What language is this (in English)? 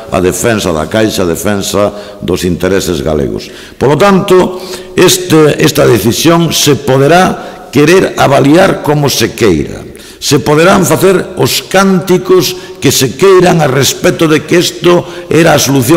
Galician